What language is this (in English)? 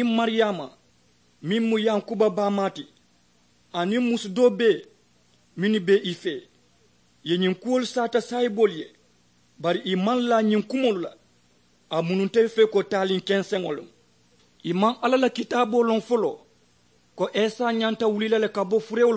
Mandingo